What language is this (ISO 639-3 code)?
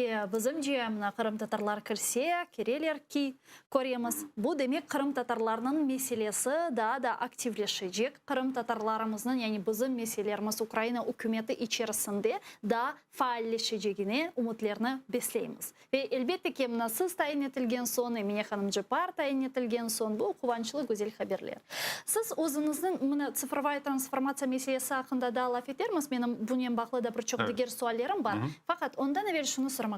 crh